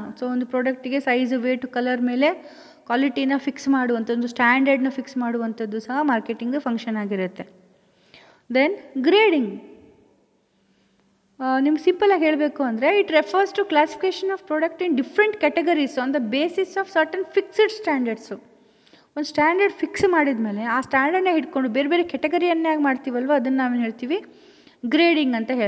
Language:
Kannada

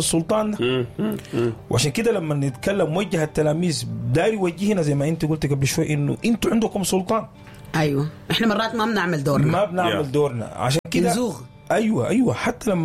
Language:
Sudanese Arabic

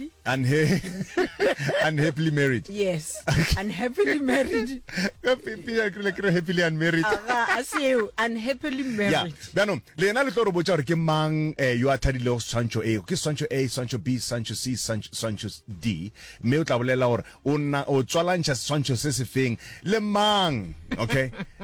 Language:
Northern Sotho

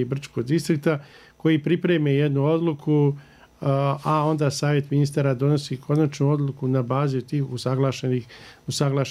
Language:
Bosnian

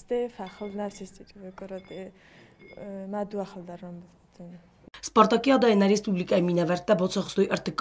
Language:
Ossetic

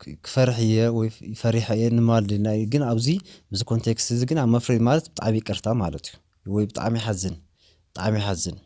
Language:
Tigrinya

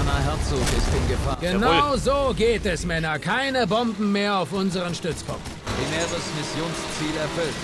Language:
Bavarian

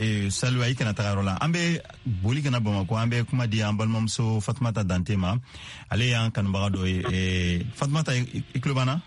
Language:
Bambara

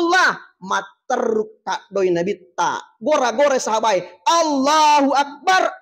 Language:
Buginese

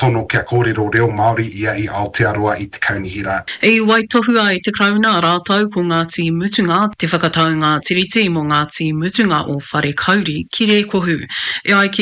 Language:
Māori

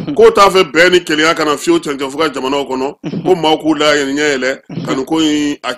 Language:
Bambara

